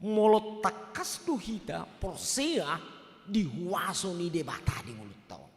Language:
Batak Toba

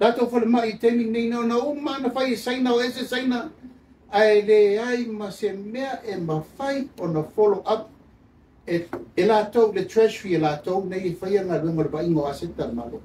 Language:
Samoan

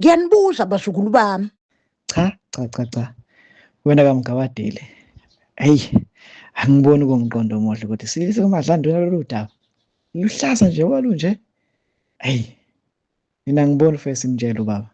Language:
Zulu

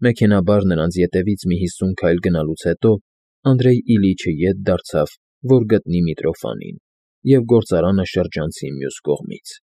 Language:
Armenian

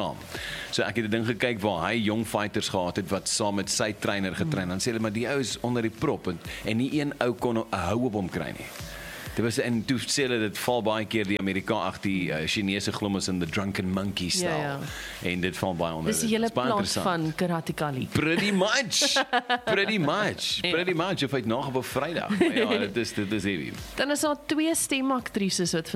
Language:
Afrikaans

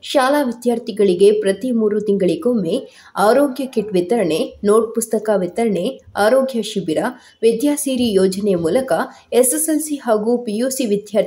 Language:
Kannada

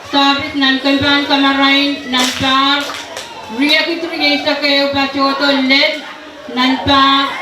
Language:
Pohnpeian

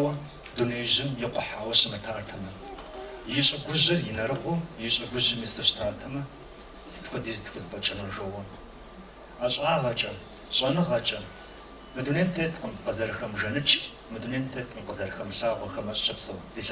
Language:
Kabardian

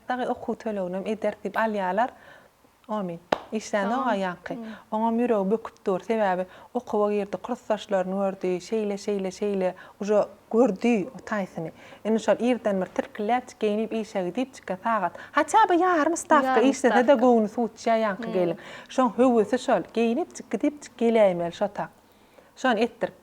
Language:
Turkmen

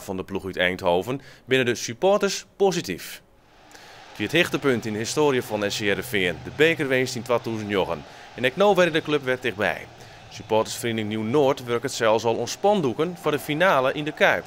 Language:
Western Frisian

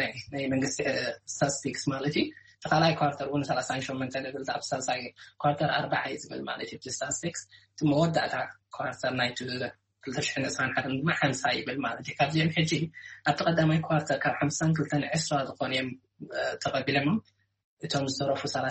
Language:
Tigrinya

